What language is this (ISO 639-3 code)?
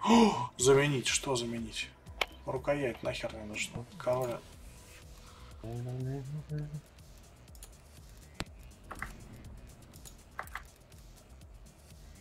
rus